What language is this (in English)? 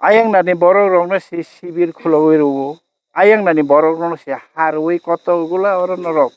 Kok Borok